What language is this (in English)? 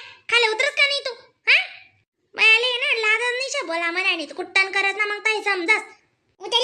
Khandesi